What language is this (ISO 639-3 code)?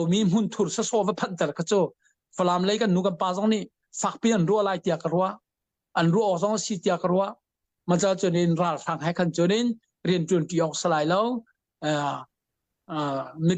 cnh